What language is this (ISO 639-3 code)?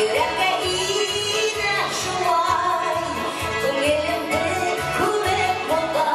bak